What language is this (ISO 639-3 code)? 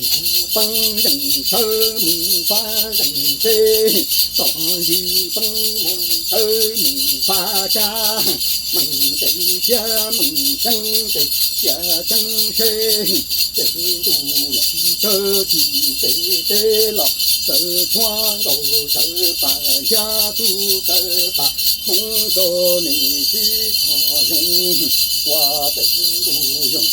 hmn